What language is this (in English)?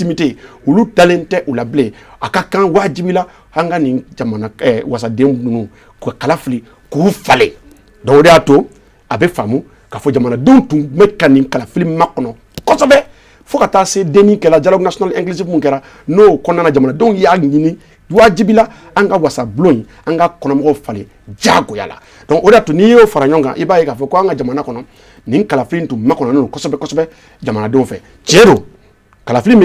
Bambara